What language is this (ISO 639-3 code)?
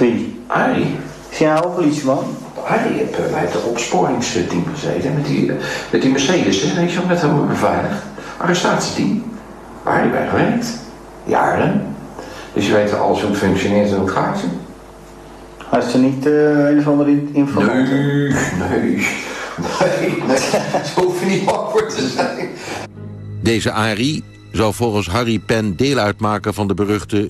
nld